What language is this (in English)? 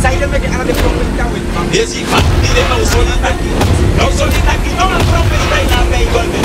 Sranan Tongo